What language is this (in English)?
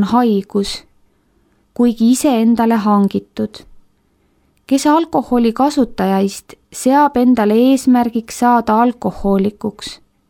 Estonian